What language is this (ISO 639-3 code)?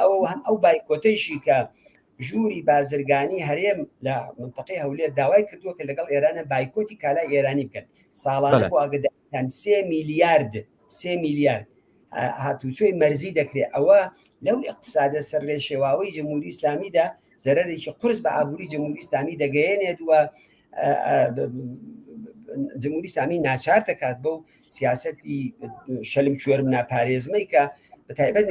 ckb